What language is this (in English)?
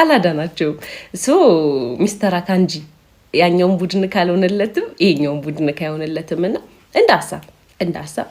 Amharic